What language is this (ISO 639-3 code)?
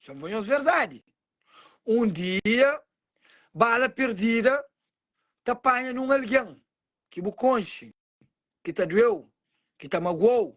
kea